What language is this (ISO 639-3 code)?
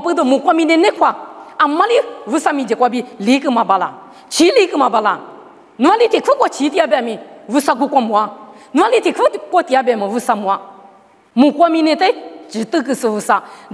lis